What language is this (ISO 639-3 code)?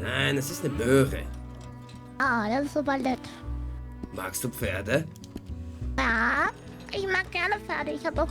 gsw